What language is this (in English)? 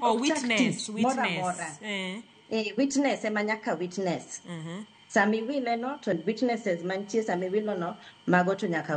Luo (Kenya and Tanzania)